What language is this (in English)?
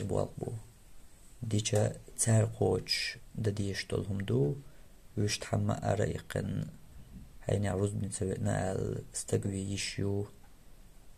Chechen